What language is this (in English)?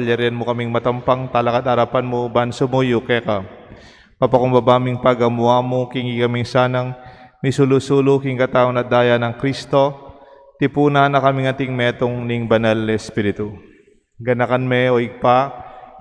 Pampanga